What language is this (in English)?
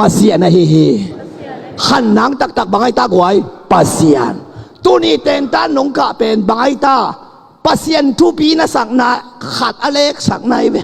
Tedim Chin